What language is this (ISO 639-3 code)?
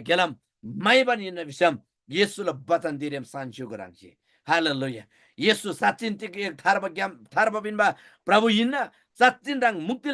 taj